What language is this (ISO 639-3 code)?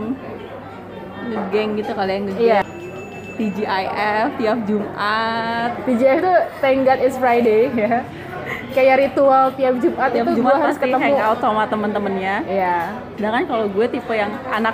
ind